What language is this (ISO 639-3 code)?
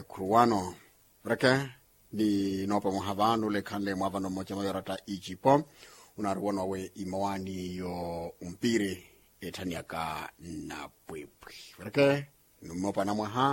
vmw